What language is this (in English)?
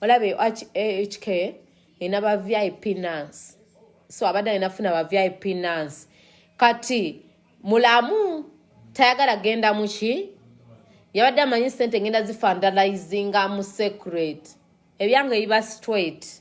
Ganda